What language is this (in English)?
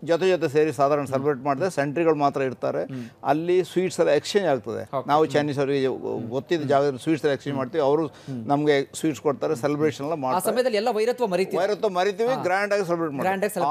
Kannada